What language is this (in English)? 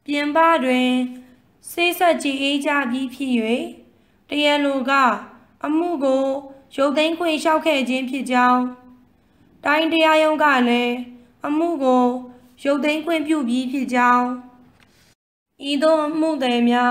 Burmese